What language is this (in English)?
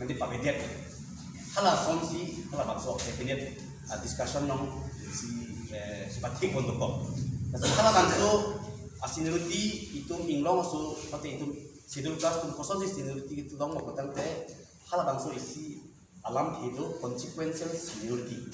Karbi